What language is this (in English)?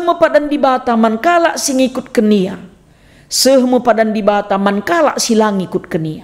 Batak Karo